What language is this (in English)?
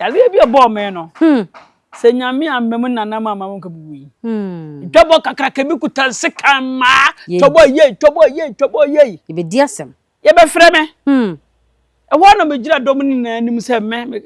Akan